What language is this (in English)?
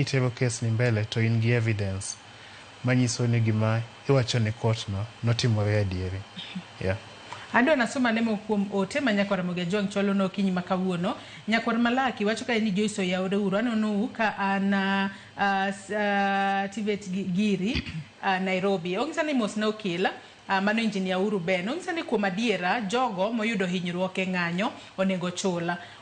Luo (Kenya and Tanzania)